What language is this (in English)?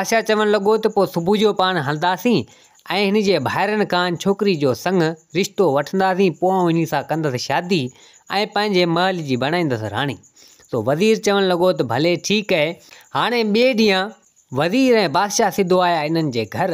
Sindhi